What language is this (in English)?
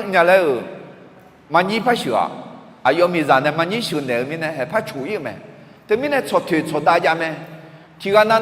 Akha